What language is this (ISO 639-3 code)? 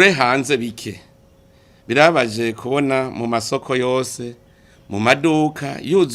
run